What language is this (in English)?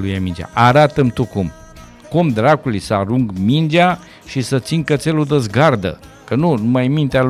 Romanian